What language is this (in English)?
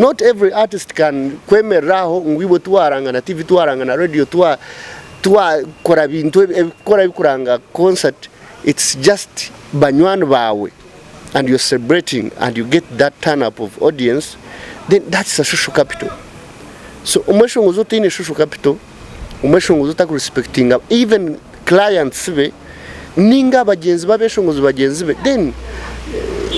Nyankole